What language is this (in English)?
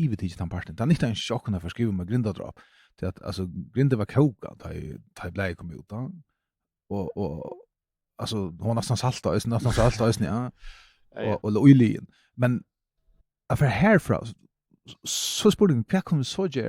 Faroese